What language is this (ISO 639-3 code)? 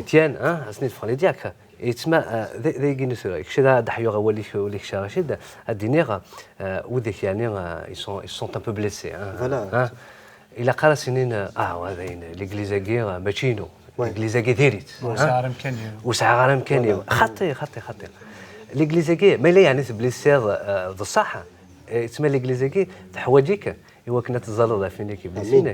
kab